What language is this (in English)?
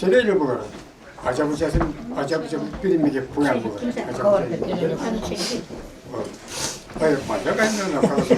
Chuvash